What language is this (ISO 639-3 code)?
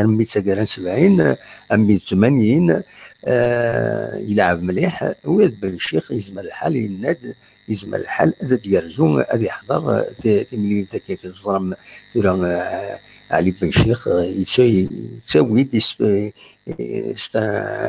kab